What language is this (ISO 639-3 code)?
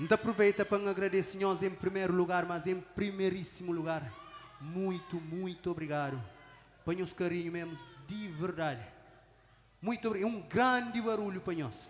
kea